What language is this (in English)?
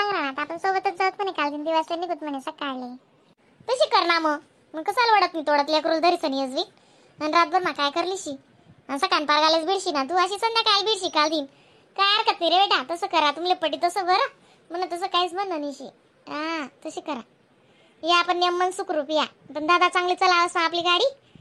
Khandesi